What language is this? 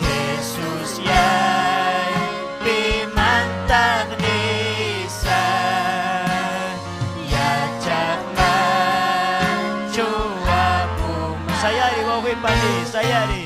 Ayacucho Quechua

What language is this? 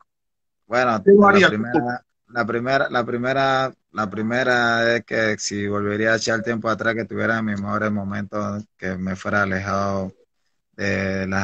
Spanish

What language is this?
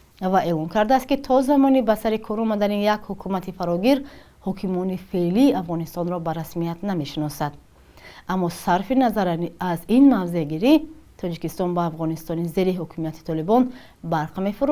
Tajik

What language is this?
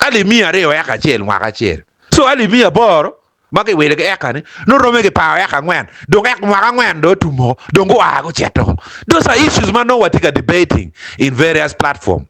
Acoli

